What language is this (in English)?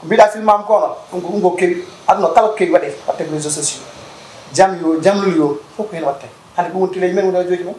Fula